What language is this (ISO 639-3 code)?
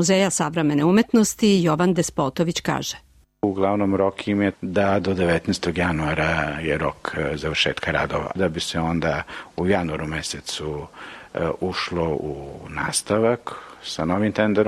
srp